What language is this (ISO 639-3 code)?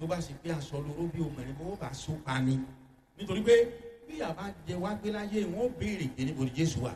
yor